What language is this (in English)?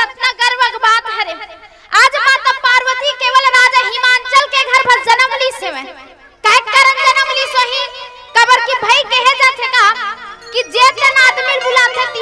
Chhattisgarhi